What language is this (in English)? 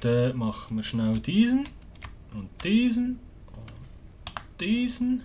Swiss German